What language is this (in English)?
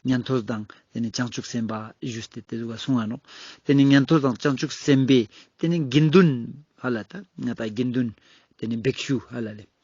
Ladakhi